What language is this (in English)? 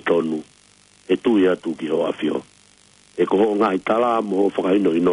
Tongan